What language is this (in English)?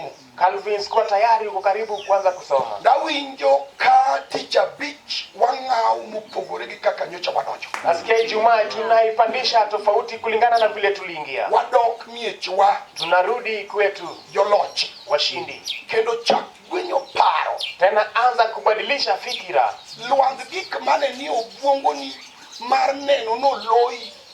Luo (Kenya and Tanzania)